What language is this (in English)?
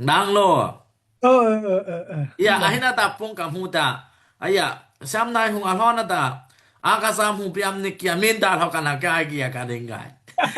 Daai Chin